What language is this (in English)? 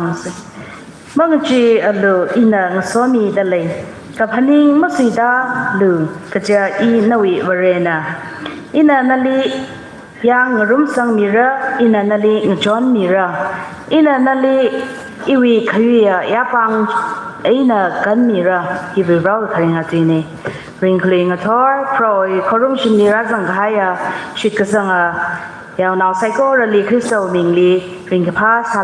Tangkhul Naga (India)